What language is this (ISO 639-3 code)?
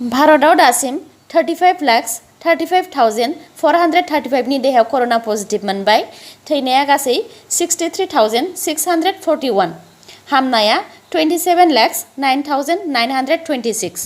brx